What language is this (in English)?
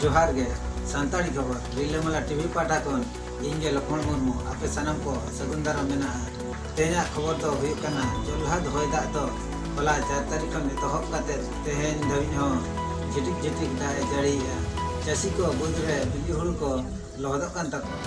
Santali